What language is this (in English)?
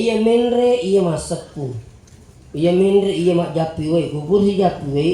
Buginese